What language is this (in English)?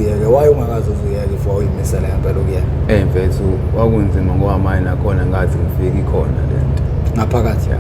Zulu